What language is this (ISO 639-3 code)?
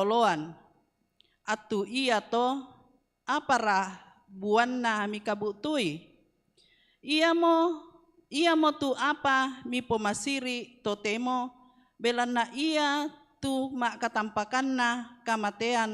sda